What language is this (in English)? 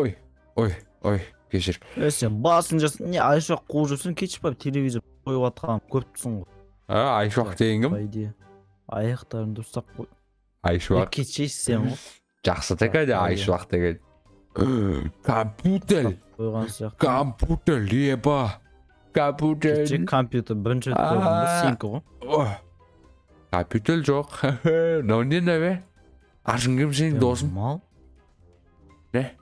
Kazakh